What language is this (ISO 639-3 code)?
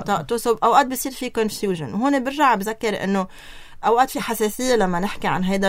apc